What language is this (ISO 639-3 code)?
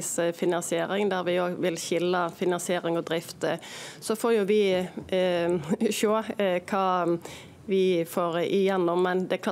nor